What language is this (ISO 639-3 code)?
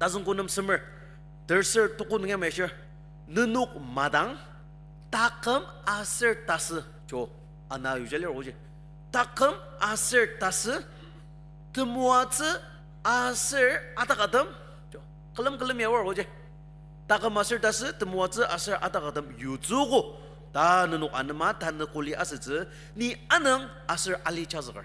njo